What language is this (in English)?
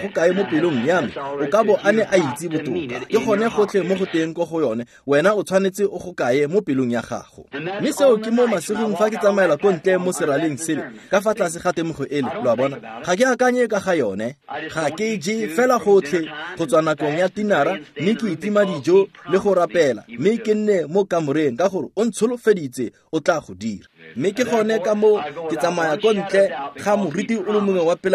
Tswana